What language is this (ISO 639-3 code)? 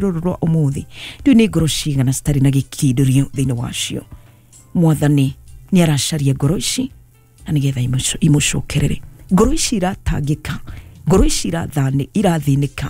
kik